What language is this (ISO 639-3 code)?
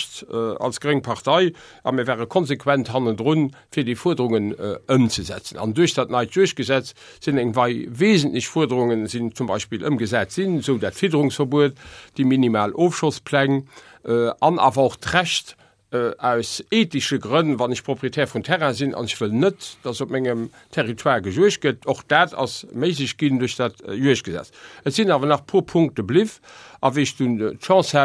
ltz